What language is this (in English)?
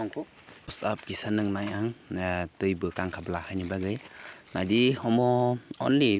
Kok Borok